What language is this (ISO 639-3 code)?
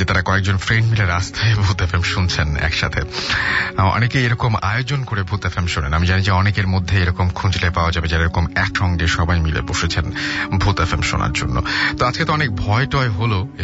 ben